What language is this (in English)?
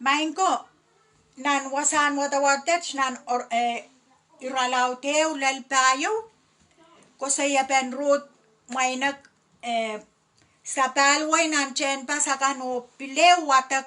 Pohnpeian